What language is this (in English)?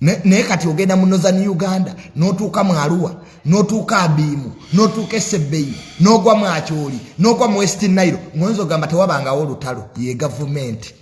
Ganda